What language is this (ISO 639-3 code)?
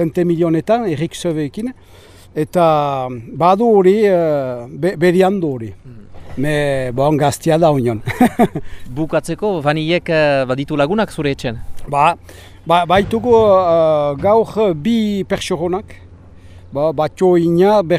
eus